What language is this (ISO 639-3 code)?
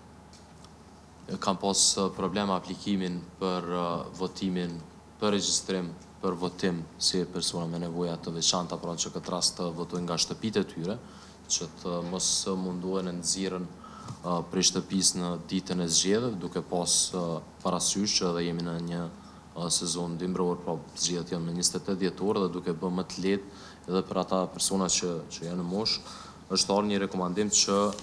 sqi